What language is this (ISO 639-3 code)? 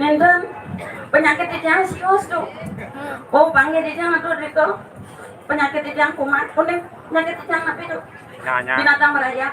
ban